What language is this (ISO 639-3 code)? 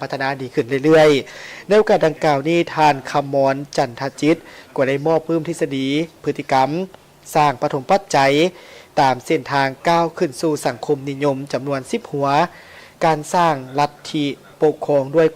lao